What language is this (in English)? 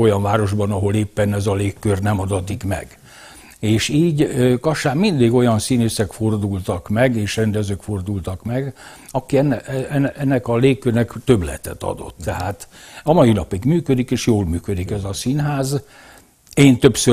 Hungarian